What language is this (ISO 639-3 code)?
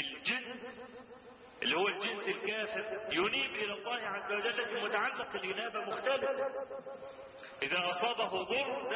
ara